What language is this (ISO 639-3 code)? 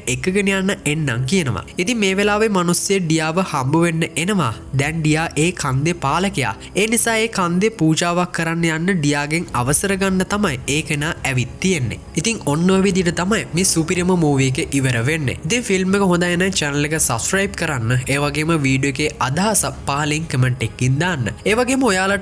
sin